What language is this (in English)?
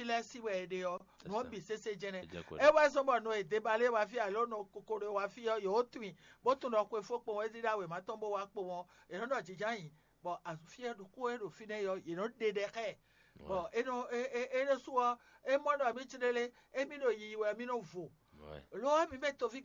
Fon